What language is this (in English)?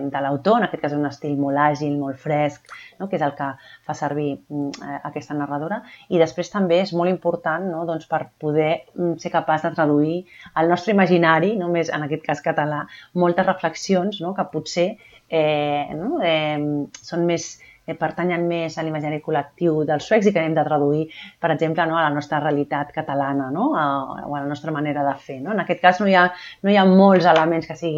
Catalan